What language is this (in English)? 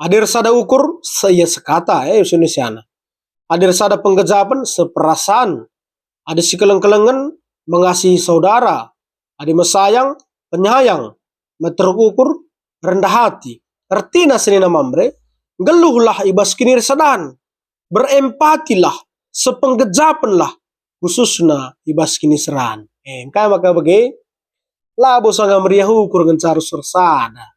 Batak Karo